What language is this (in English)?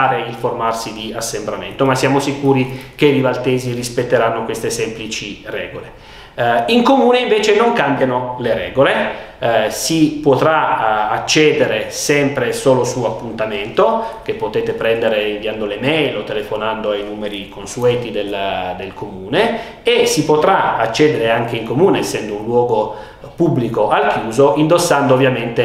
Italian